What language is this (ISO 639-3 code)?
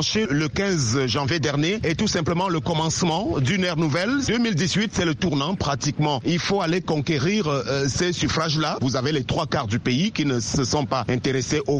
fra